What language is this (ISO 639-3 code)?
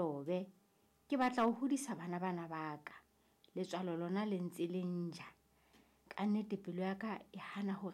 sot